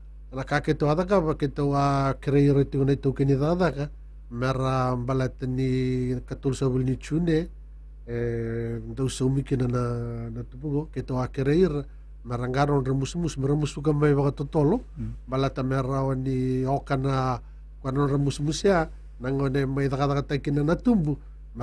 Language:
Fijian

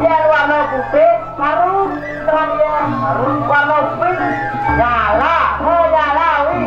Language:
Balinese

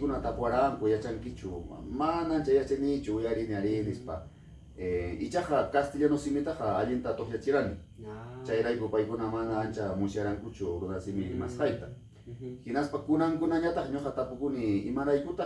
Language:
Ayacucho Quechua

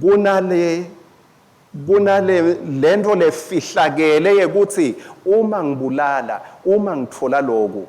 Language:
Swati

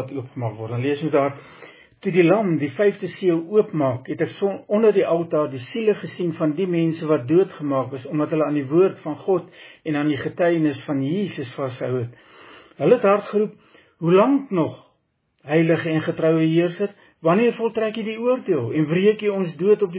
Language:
Afrikaans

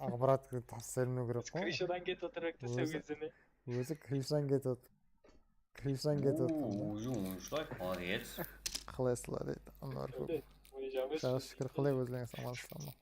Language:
Kara-Kalpak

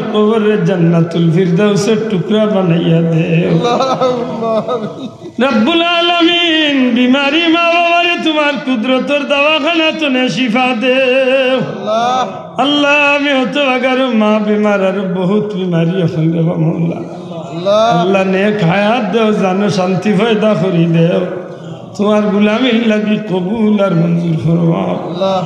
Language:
Sylheti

